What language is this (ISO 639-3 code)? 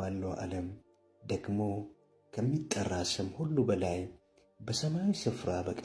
amh